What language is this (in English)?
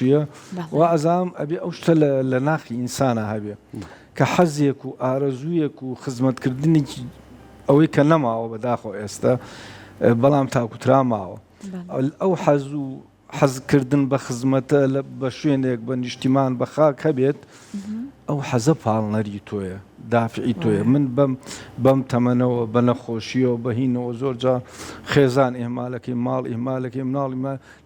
Central Kurdish